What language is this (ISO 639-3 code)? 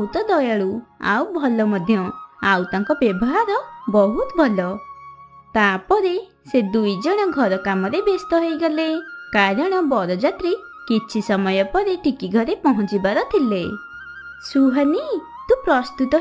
ori